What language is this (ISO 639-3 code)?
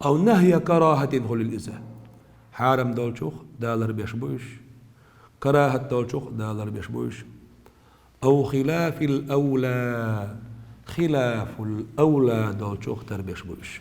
che